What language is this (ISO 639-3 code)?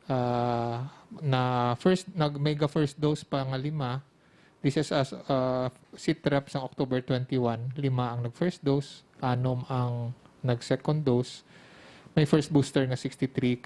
hil